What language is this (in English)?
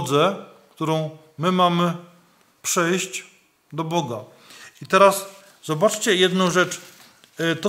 Polish